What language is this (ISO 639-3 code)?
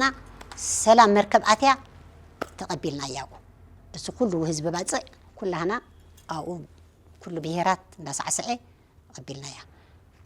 tir